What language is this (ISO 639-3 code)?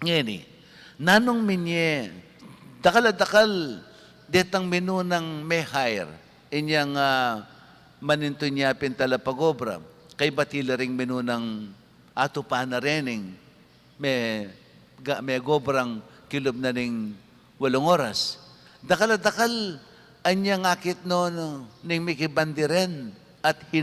pam